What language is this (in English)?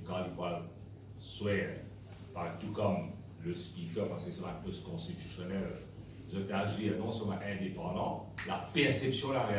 Morisyen